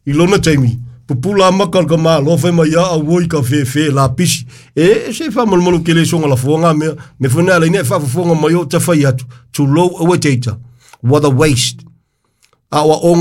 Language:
Samoan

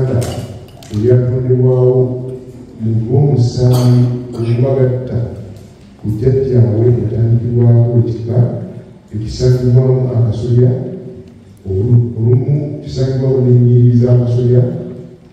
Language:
Ganda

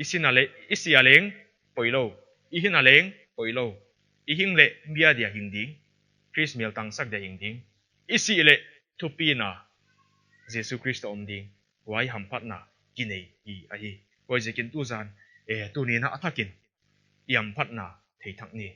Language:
Paite Chin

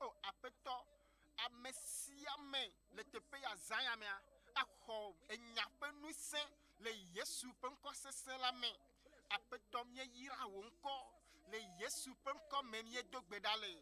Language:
Ewe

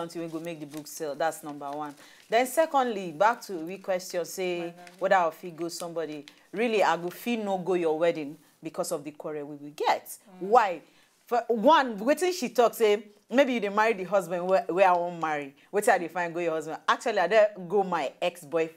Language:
Nigerian Pidgin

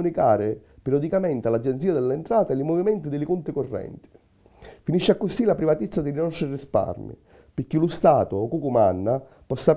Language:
Sicilian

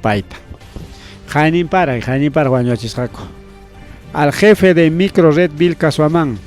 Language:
Ayacucho Quechua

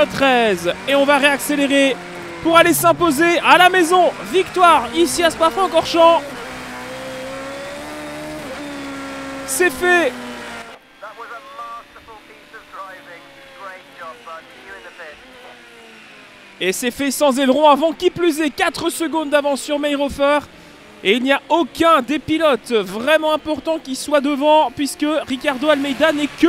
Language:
French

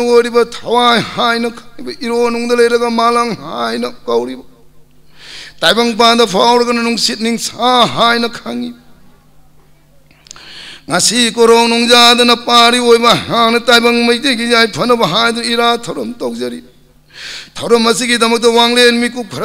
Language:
Manipuri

